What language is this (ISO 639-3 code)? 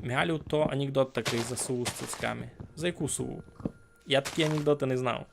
rue